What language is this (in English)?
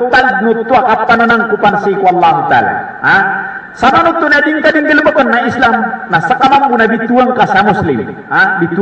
Maranao